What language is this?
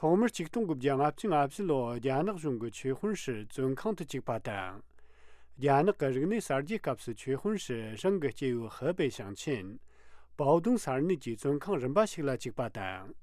Tibetan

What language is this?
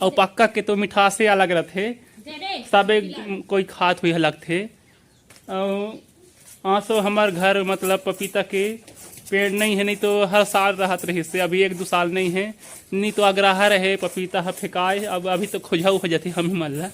Chhattisgarhi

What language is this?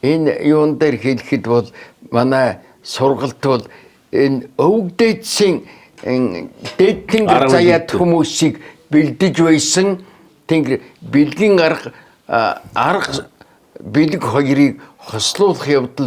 Mongolian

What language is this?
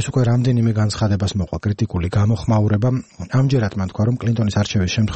Georgian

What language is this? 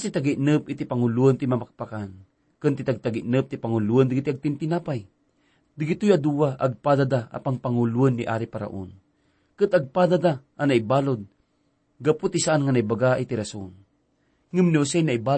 Iloko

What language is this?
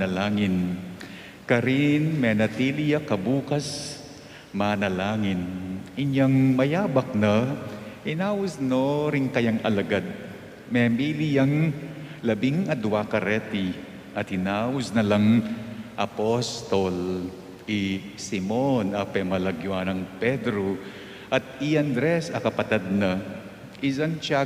Pampanga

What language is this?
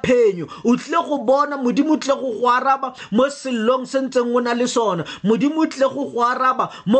Tswana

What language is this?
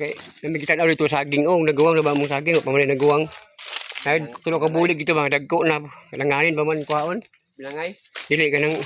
Cebuano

